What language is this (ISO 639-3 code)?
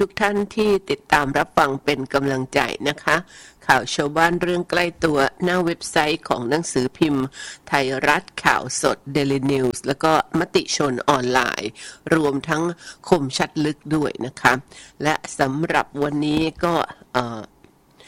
tha